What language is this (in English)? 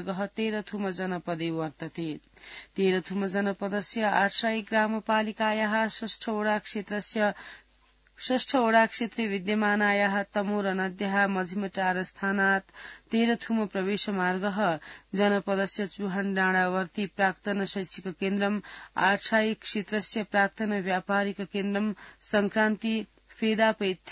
Sanskrit